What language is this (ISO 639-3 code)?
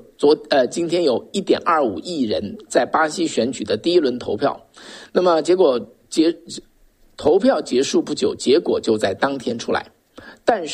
zho